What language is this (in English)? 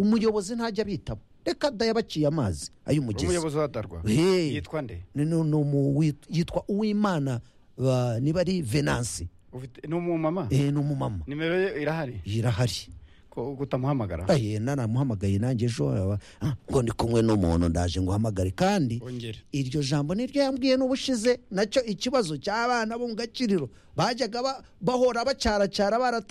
Kinyarwanda